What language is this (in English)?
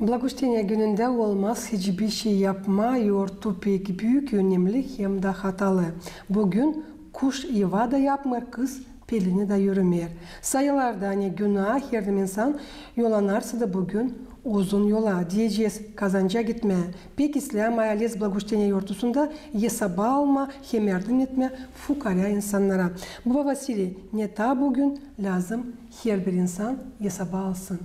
Gagauz